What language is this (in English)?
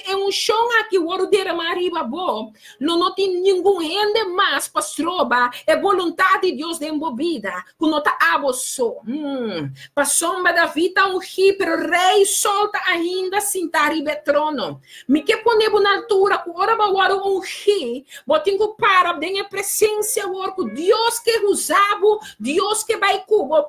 Papiamento